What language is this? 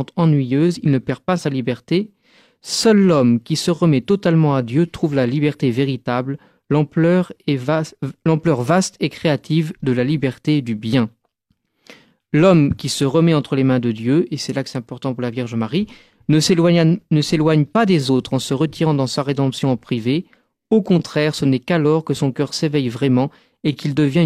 French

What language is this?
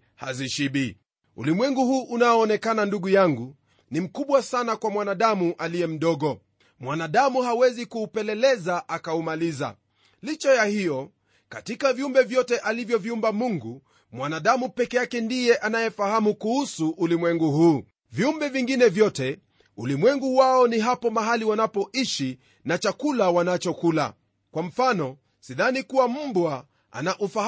Swahili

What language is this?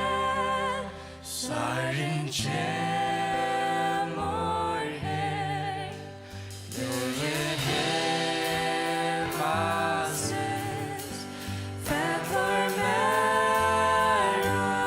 Faroese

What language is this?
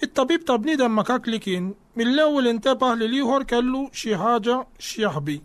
Maltese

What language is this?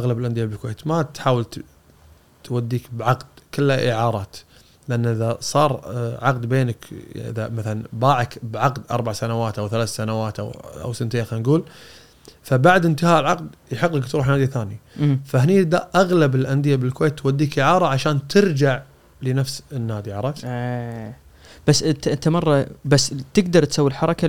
Gulf Arabic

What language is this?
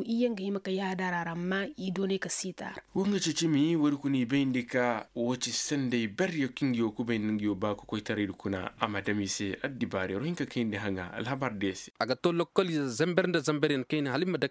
Koyraboro Senni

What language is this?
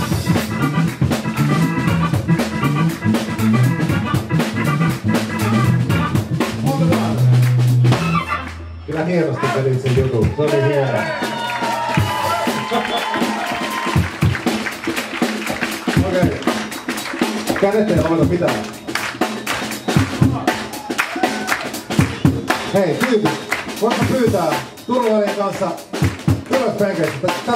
Finnish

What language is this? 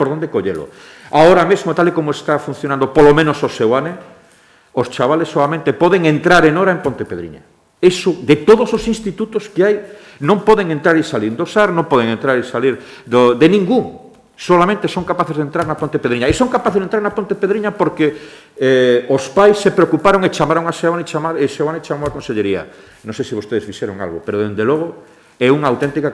Galician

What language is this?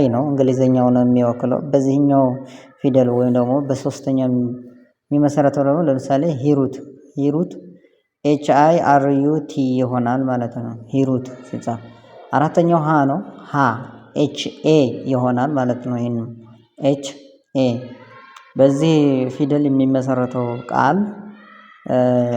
Amharic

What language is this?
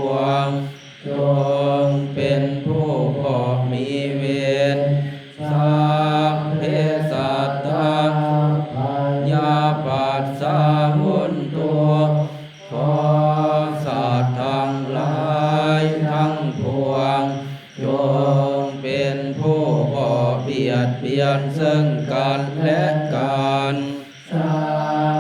Pali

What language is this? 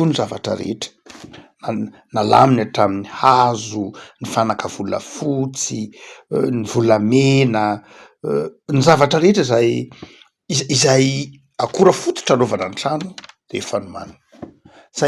Malagasy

